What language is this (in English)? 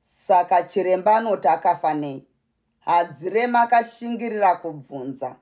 Shona